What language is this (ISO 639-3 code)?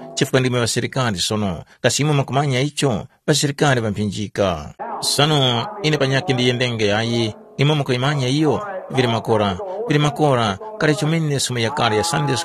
tum